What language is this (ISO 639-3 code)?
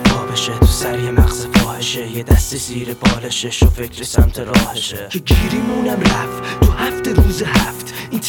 fas